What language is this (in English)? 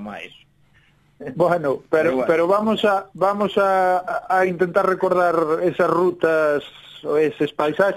Galician